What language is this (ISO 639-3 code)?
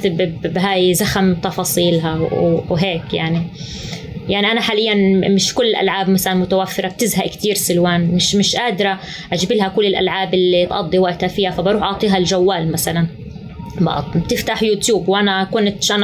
apc